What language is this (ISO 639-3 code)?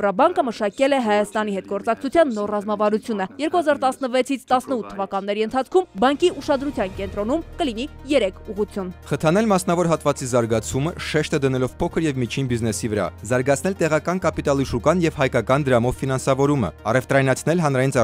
hye